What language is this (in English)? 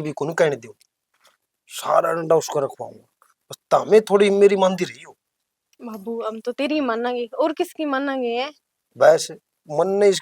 Haryanvi